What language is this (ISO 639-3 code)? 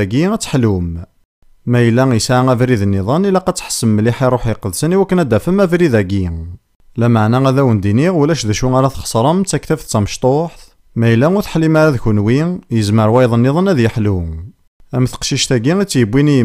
kab